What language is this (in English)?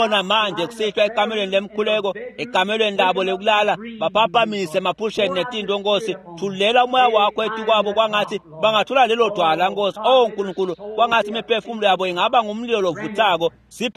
Swati